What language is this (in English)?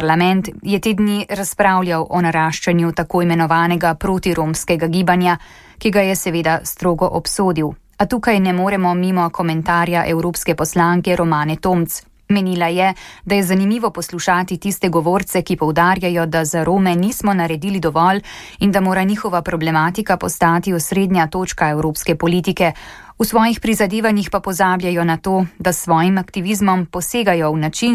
Slovenian